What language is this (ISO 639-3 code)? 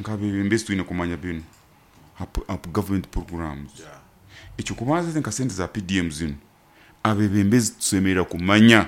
nyo